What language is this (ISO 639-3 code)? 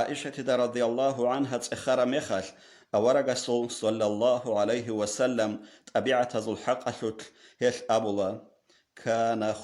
ava